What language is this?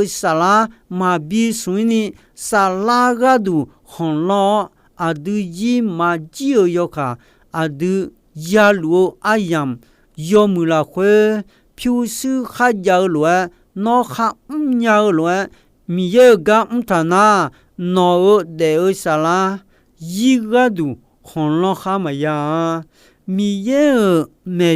Akha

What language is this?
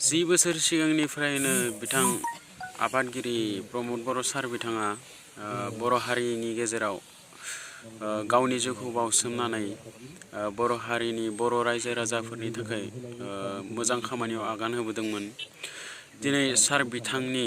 Bodo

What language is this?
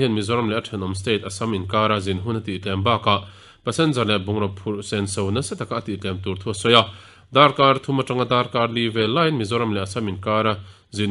Mizo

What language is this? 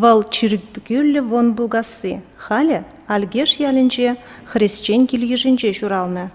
Chuvash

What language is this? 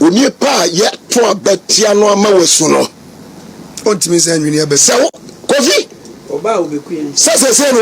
Akan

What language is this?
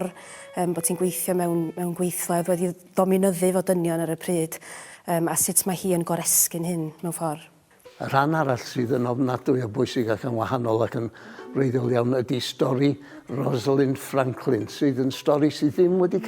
Welsh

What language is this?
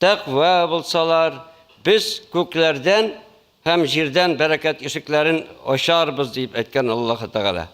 Tatar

